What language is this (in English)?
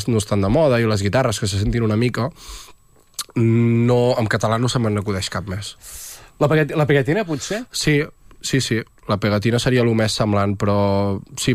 Catalan